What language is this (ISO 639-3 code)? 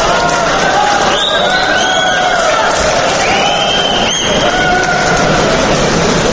kaz